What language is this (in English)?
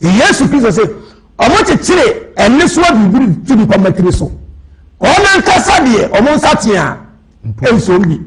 Akan